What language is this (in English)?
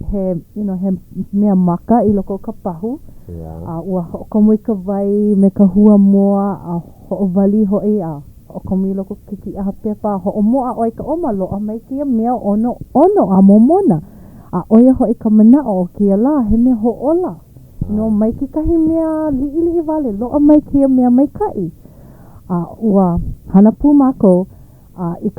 Hawaiian